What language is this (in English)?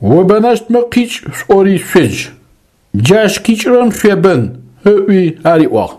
Adyghe